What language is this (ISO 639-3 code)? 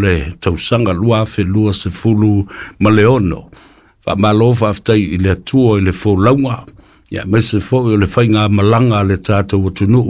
smo